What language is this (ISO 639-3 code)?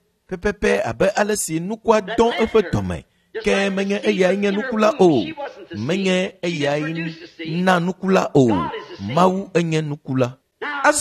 ewe